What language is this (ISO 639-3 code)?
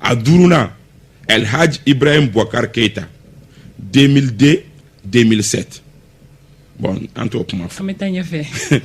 bam